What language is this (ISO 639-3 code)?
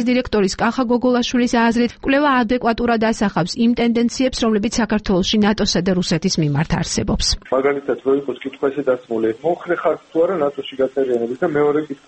kat